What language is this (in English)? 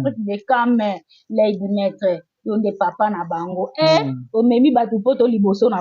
Lingala